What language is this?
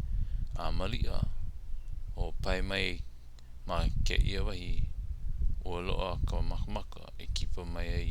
Hawaiian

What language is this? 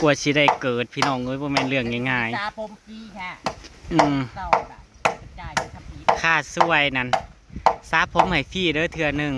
Northeastern Thai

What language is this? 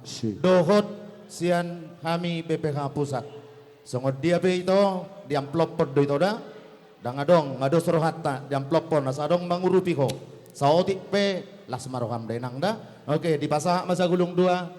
Batak Toba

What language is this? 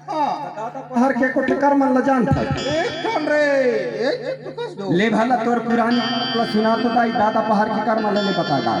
Chhattisgarhi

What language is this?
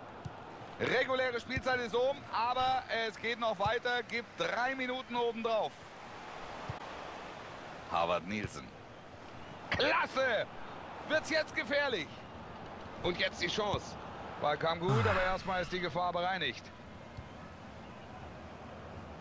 German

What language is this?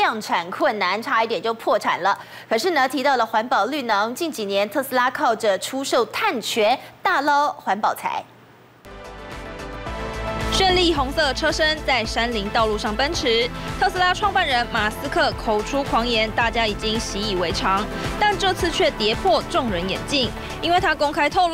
Chinese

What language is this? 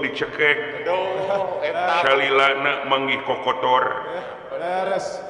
Sundanese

